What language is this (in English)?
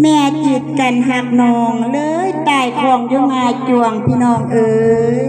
Northeastern Thai